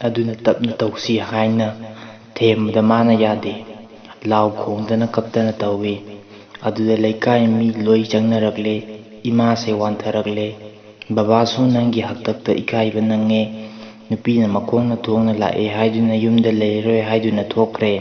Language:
Manipuri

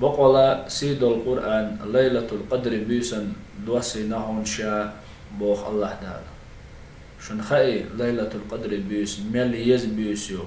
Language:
Chechen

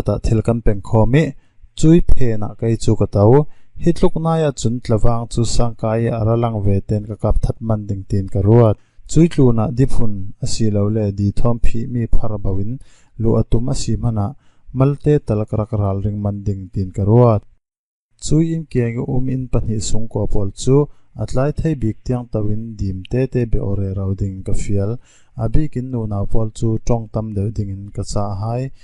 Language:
Falam Chin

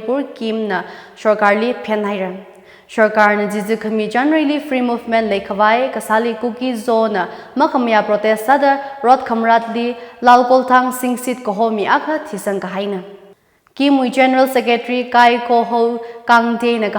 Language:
Tangkhul Naga (India)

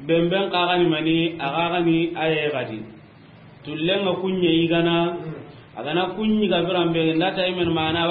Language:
Soninke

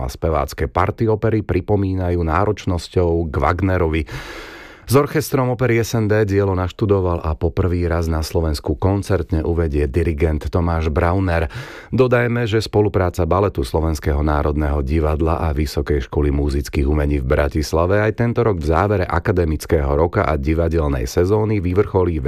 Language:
Slovak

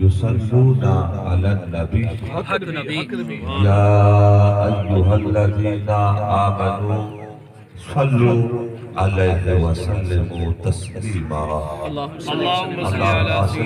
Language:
Saraiki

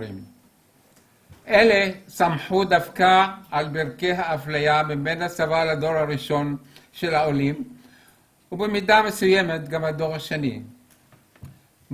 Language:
Hebrew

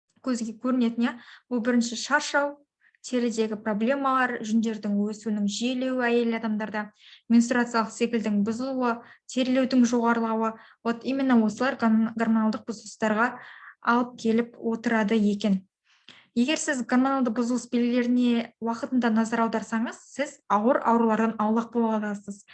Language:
Kazakh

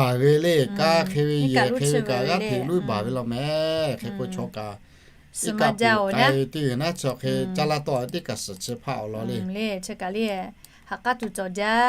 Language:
Lahu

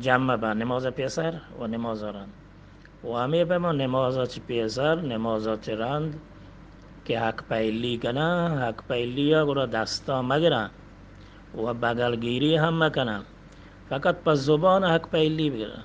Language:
Eastern Balochi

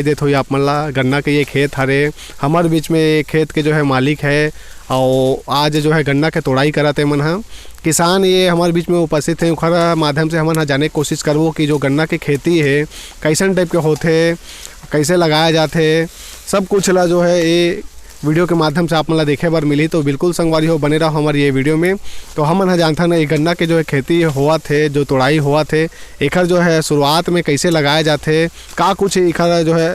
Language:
Chhattisgarhi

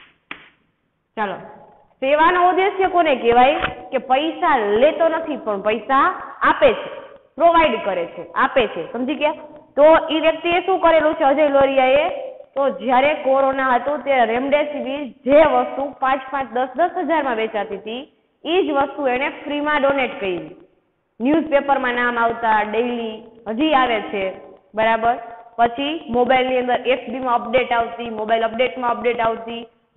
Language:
Gujarati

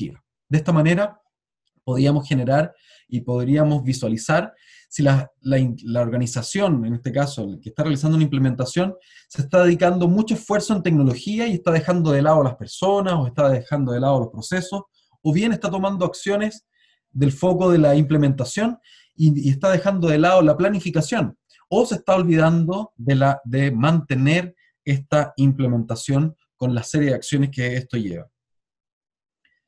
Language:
Spanish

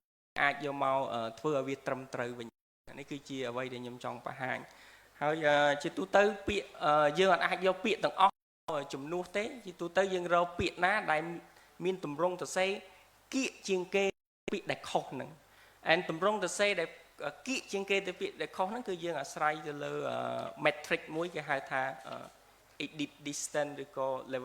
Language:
Khmer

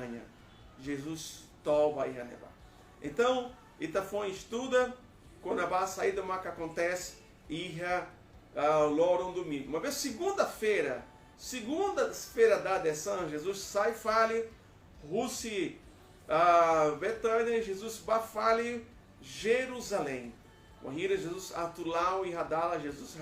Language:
Tetum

